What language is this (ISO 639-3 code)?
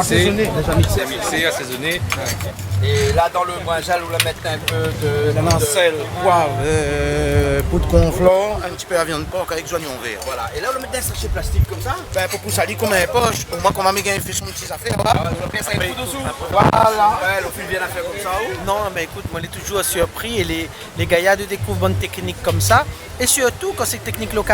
rcf